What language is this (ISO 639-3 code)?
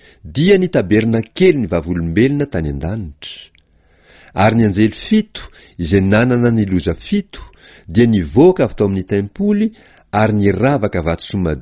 mlg